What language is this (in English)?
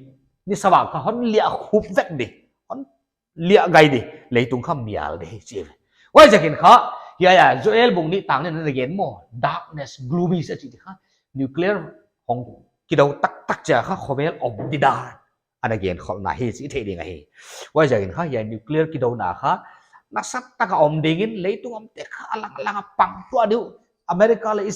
Paite Chin